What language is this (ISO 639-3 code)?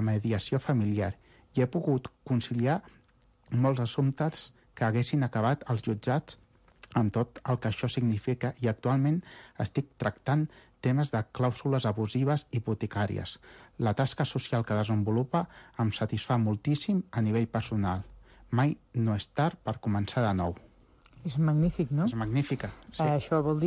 cat